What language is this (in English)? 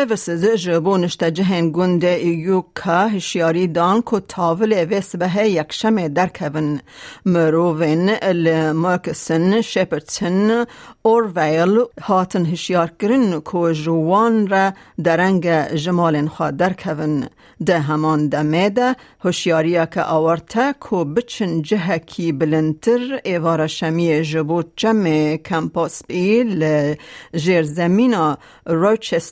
Kurdish